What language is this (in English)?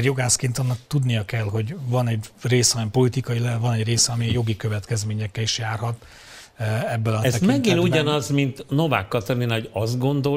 Hungarian